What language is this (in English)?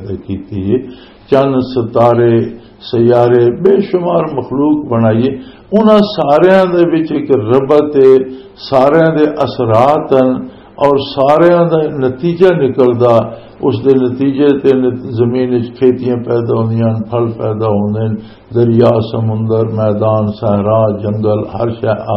Western Panjabi